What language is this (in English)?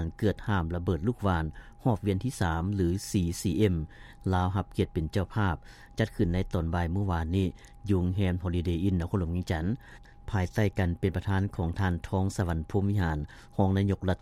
Lao